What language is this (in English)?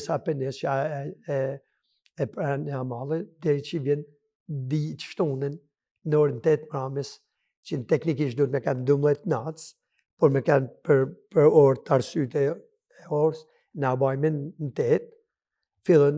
Albanian